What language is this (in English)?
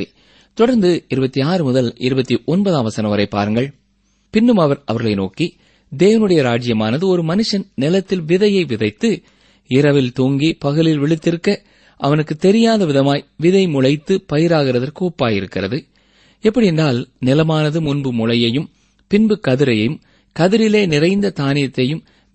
Tamil